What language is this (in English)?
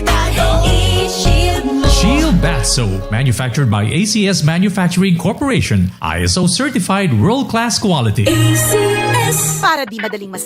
Bikol